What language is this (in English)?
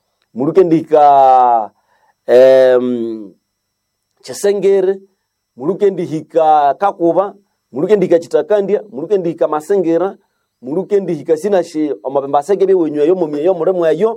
Nande